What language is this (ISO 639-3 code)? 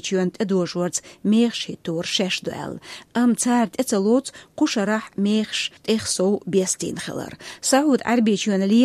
che